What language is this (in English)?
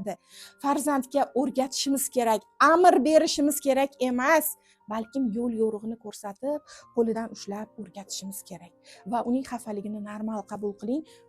Uzbek